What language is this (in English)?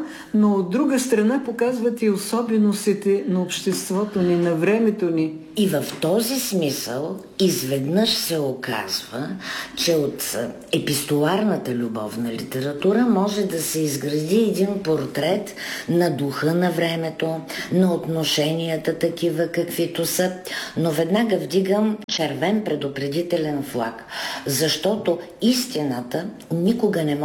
Bulgarian